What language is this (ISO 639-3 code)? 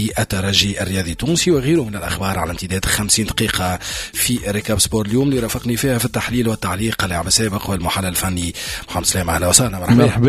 aeb